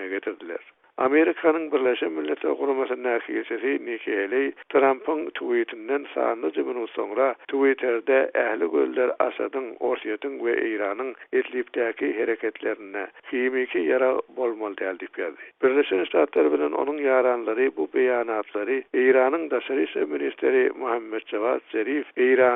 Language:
Turkmen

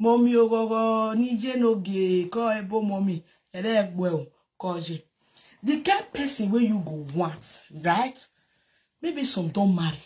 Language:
Nigerian Pidgin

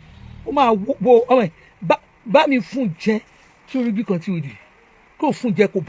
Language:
Yoruba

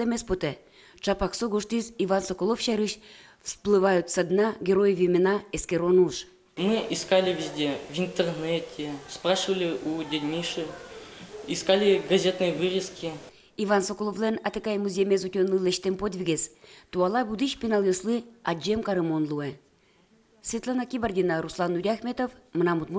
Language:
Udmurt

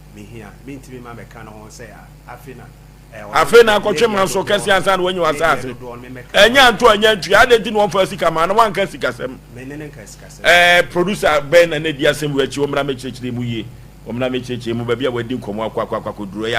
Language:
Akan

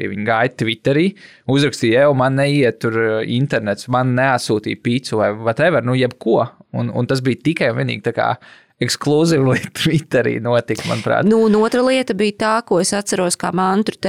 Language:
Latvian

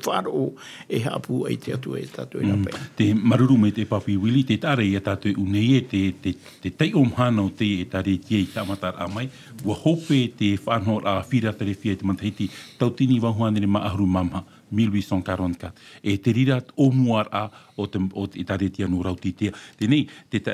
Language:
Tahitian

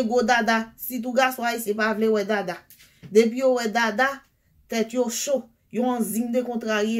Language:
Haitian Creole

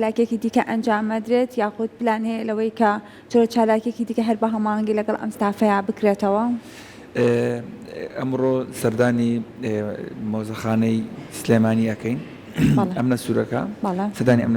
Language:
Central Kurdish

